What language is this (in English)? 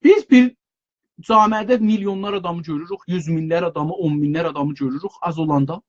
South Azerbaijani